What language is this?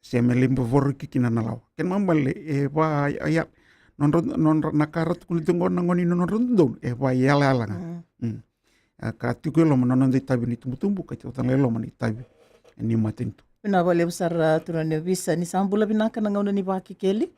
Fijian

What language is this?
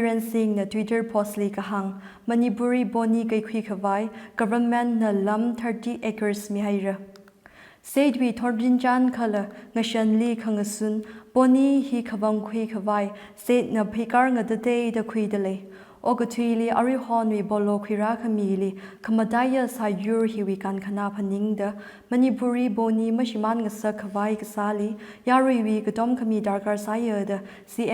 Tangkhul Naga (India)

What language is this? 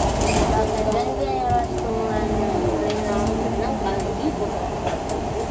Japanese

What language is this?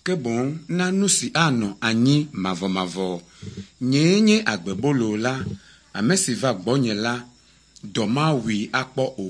Ewe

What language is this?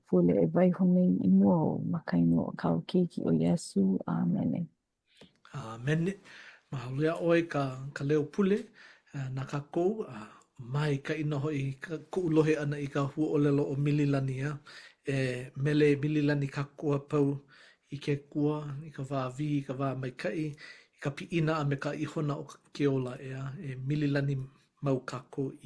Hawaiian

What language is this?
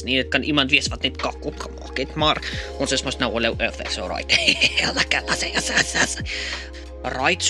Afrikaans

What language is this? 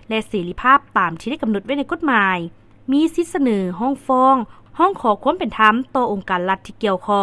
Lao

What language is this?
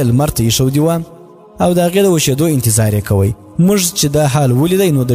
Pashto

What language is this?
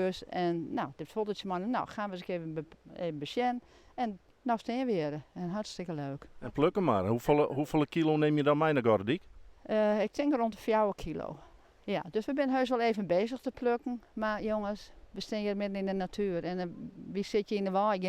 Western Frisian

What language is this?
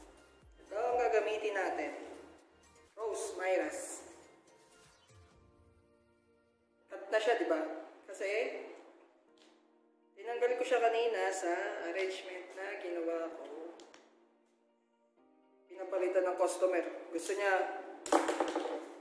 Filipino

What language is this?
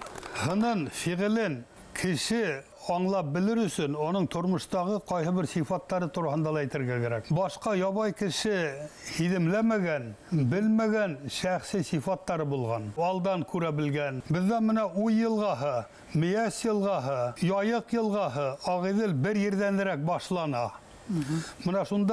Bashkir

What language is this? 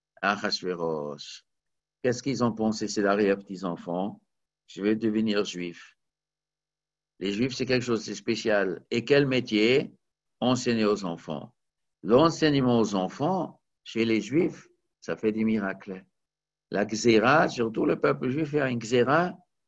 French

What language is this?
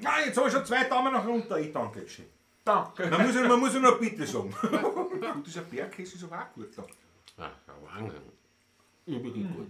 Bavarian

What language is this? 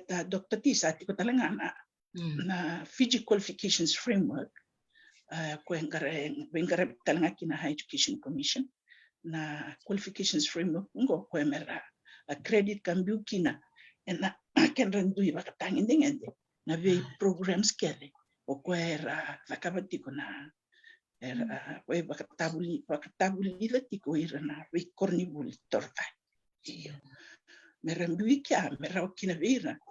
Fijian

